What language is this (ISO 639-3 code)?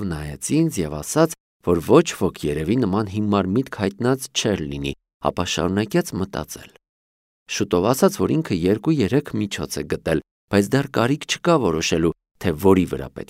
hye